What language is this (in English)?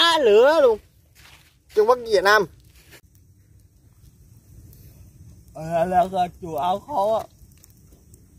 Vietnamese